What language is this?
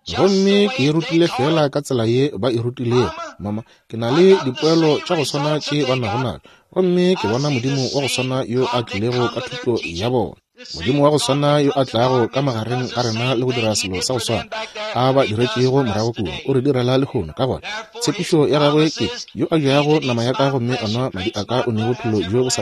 Northern Sotho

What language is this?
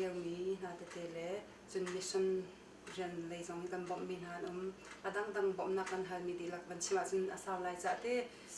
Hakha Chin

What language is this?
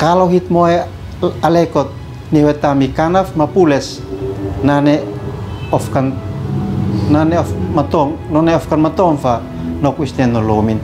Uab Meto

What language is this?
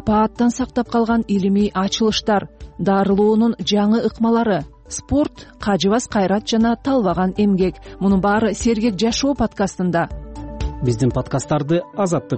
Kyrgyz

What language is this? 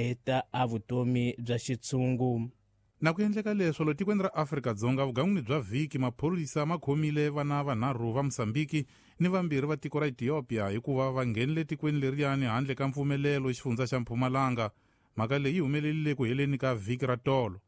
Tsonga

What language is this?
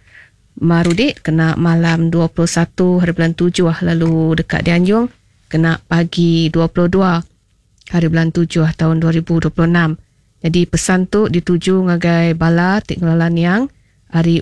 Iban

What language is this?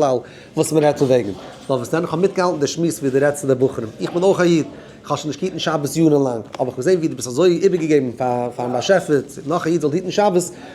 Yiddish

